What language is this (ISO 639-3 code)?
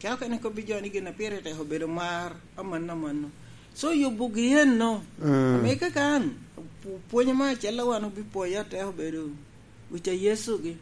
laj